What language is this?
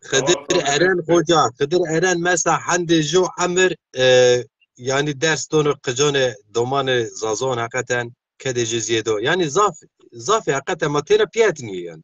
Zaza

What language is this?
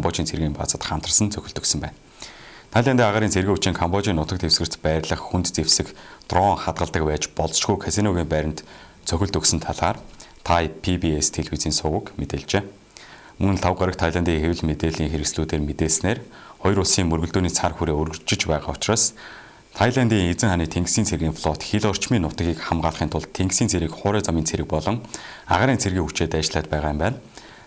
Mongolian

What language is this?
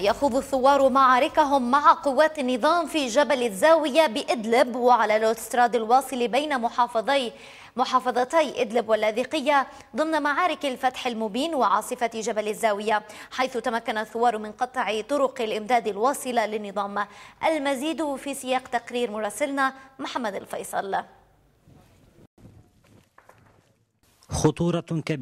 Arabic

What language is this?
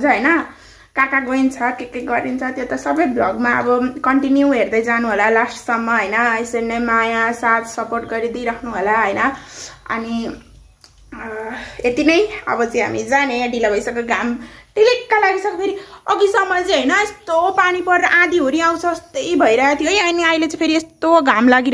Nepali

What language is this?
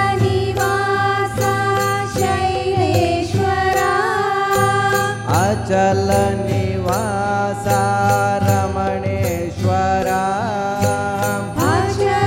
Kannada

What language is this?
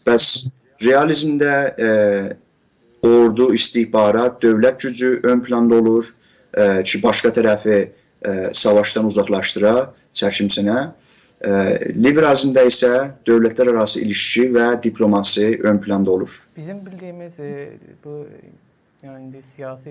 South Azerbaijani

